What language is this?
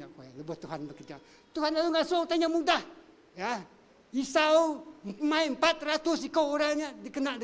Iban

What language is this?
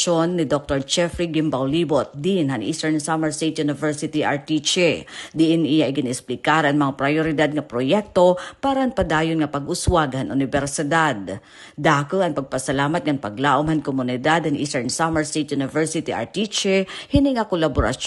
Waray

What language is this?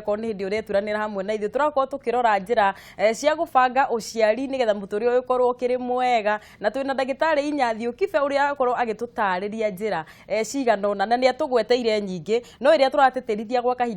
Kikuyu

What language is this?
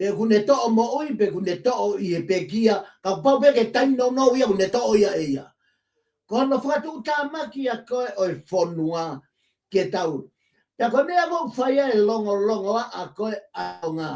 Tongan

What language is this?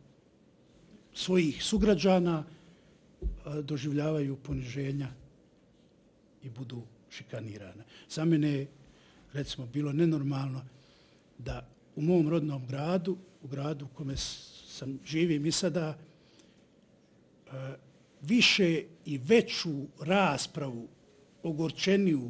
Bosnian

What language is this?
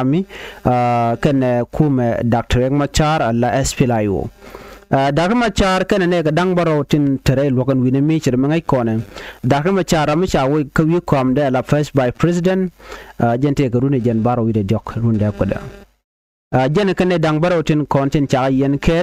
Nuer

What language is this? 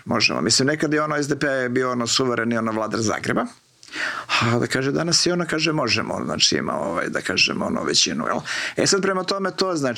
Croatian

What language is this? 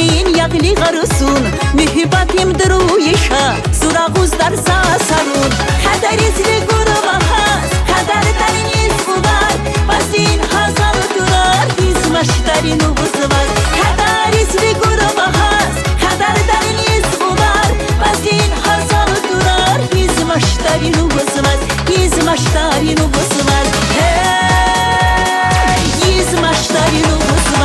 Tabassaran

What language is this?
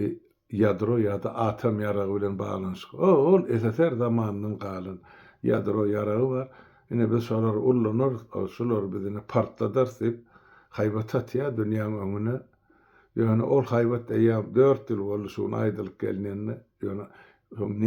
Turkmen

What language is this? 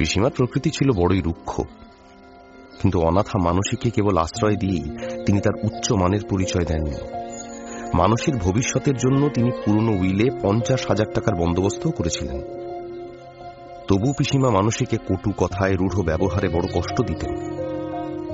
Bangla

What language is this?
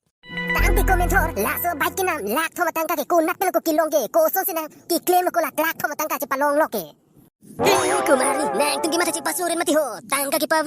Karbi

